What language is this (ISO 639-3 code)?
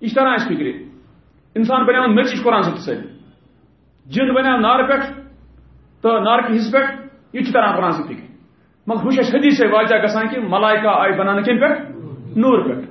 kas